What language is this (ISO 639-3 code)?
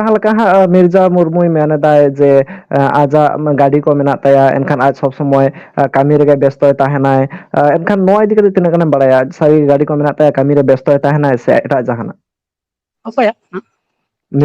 sat